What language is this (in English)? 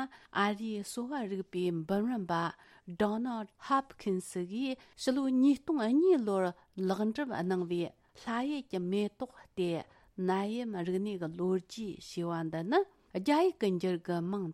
Tibetan